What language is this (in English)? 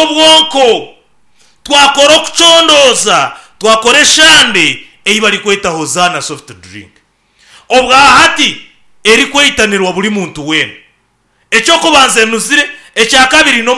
Nyankole